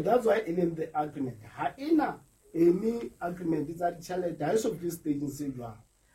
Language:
Southern Sotho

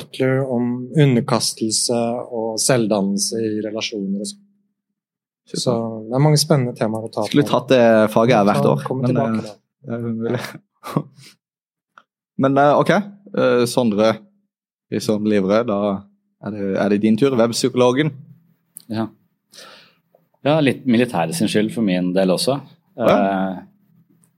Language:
Norwegian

